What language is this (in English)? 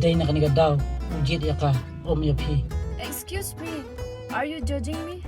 Khasi